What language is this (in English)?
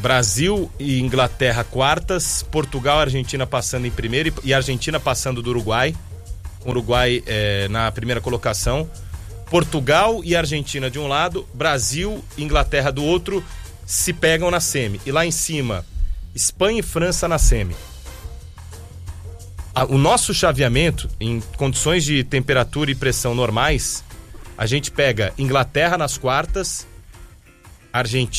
Portuguese